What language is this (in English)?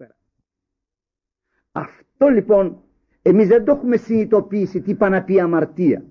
Greek